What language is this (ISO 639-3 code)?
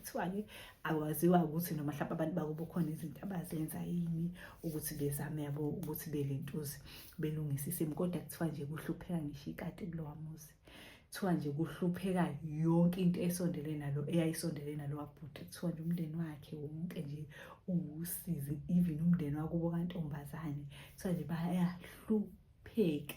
zul